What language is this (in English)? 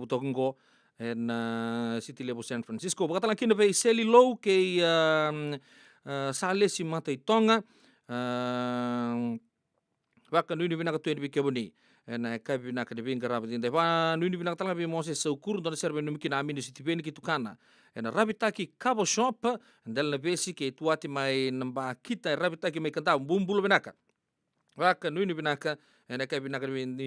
Fijian